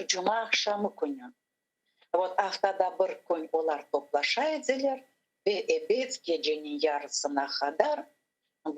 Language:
Crimean Tatar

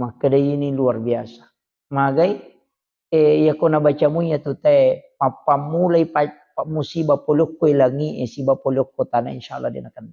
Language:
Buginese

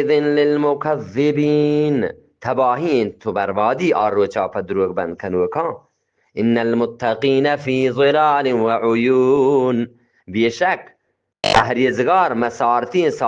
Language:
Eastern Balochi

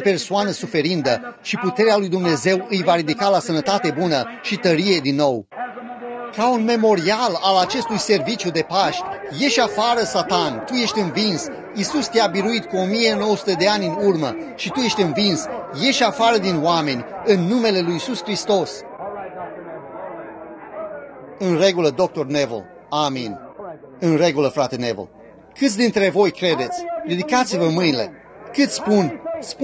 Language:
Romanian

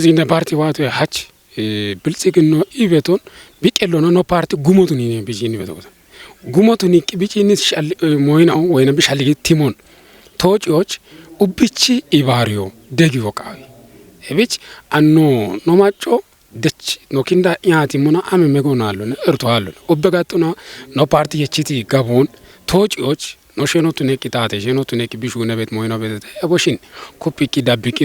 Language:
Kafa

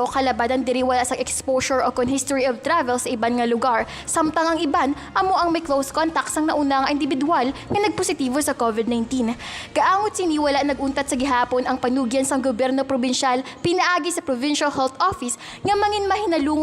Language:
Hiligaynon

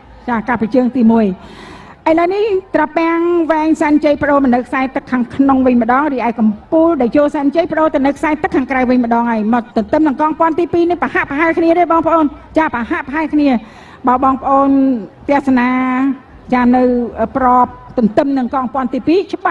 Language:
Khmer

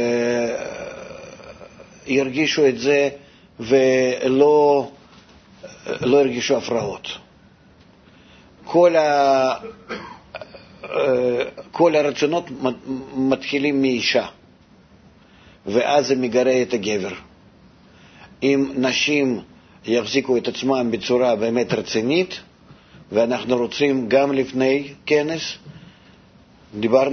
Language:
Hebrew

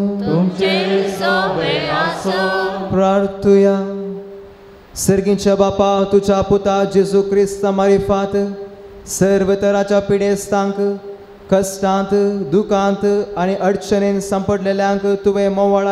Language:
Konkani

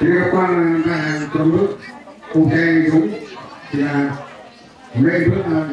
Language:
Central Mnong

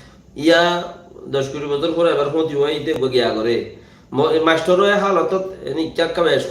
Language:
Rohingya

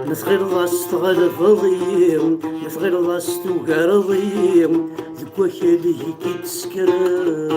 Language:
Kabyle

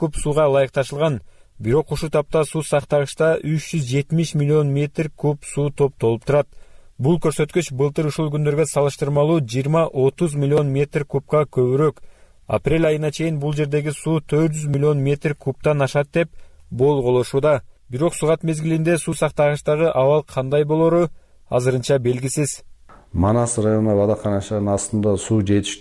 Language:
Kyrgyz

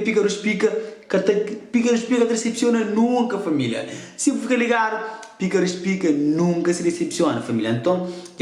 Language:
Kabuverdianu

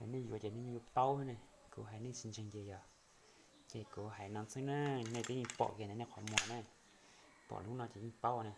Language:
Hmong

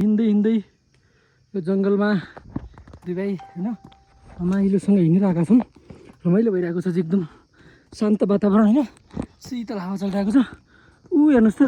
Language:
Nepali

